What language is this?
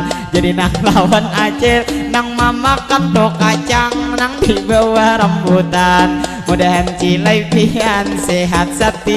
Banjar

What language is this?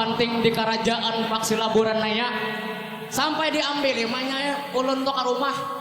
Banjar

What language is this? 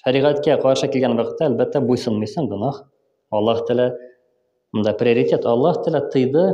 Tatar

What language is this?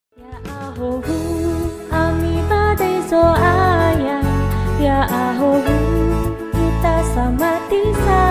Nias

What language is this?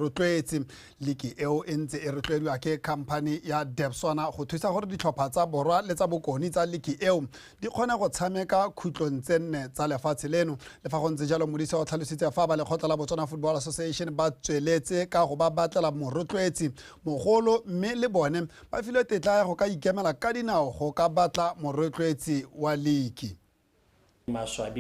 Tswana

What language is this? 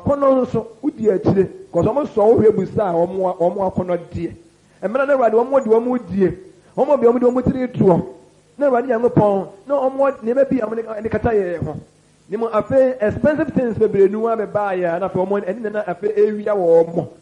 Akan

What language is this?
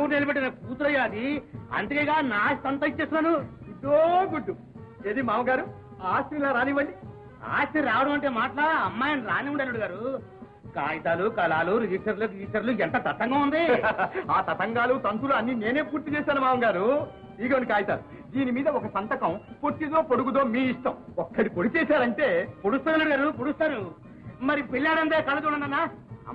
Telugu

